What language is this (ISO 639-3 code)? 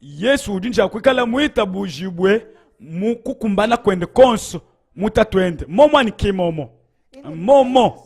lua